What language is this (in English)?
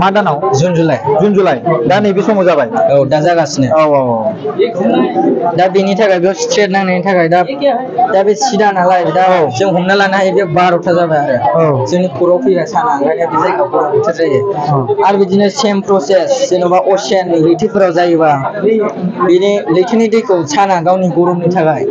Bodo